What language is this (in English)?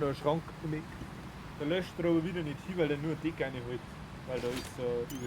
Bavarian